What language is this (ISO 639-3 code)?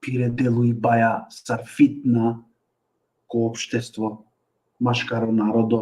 rmn